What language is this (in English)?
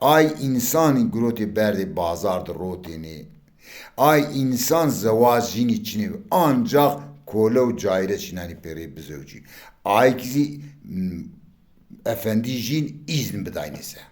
Zaza